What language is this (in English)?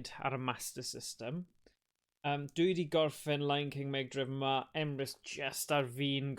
Welsh